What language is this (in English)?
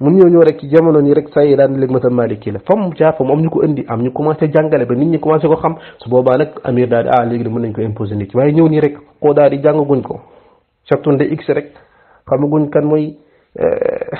Wolof